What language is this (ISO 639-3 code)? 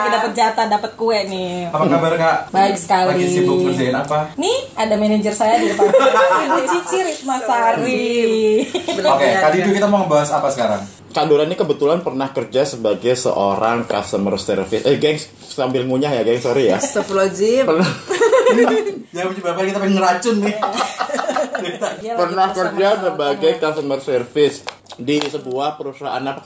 ind